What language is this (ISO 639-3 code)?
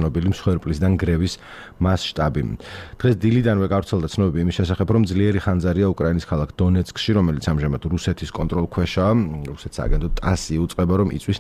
kat